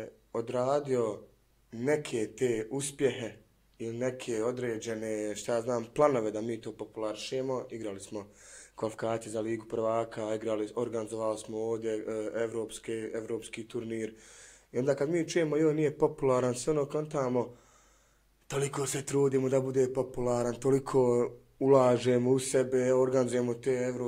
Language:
Bosnian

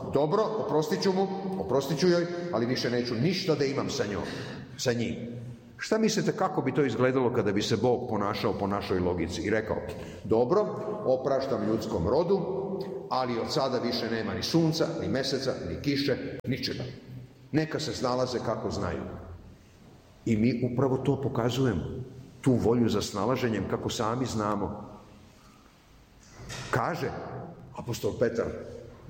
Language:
Serbian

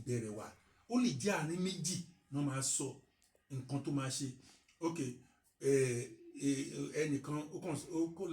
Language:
Yoruba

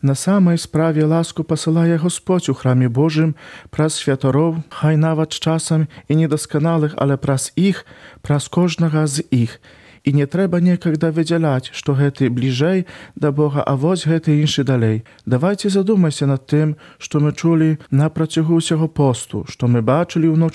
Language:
Belarusian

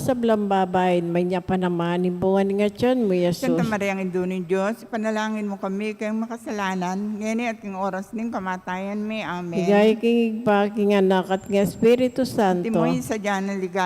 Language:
Pampanga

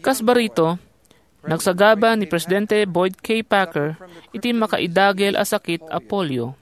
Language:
Iloko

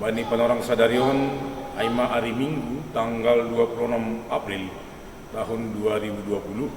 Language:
Batak Simalungun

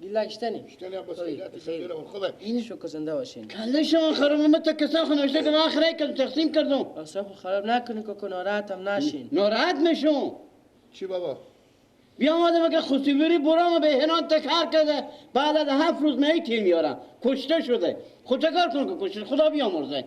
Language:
Persian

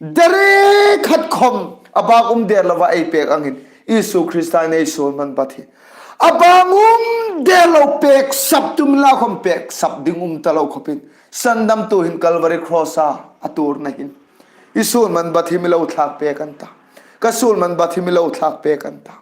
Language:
Hmar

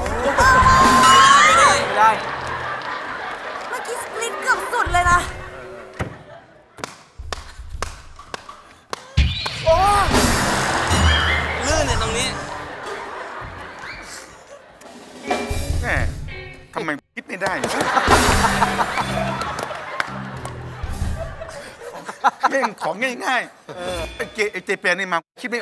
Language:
Thai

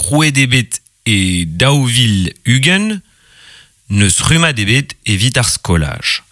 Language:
Breton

